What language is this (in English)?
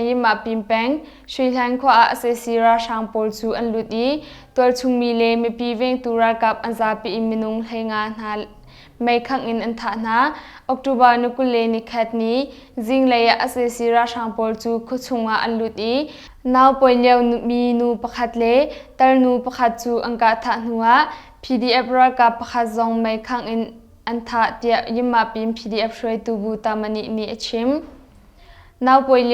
Hakha Chin